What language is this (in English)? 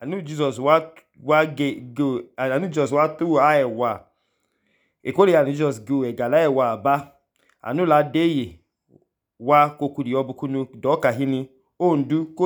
Idoma